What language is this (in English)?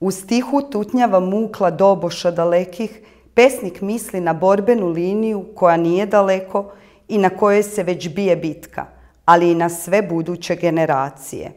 Serbian